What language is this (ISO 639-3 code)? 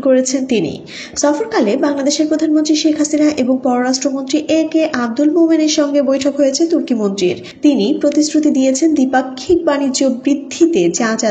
ben